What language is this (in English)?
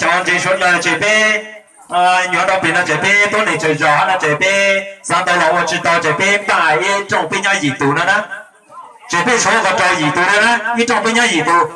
Hmong